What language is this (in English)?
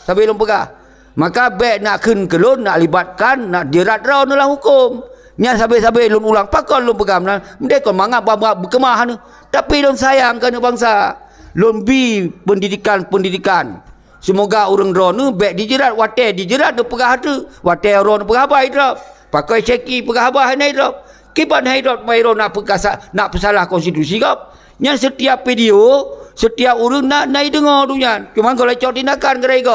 Achinese